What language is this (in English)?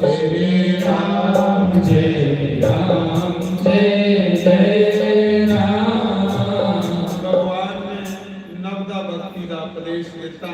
Dogri